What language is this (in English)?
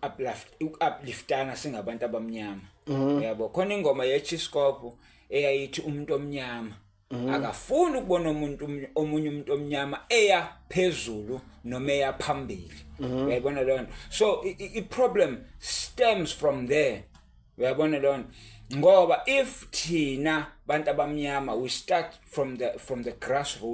Zulu